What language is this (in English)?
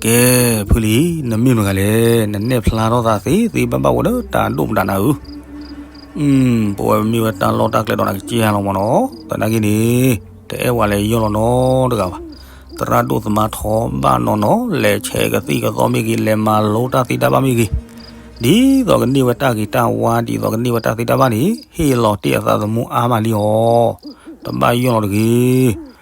S'gaw Karen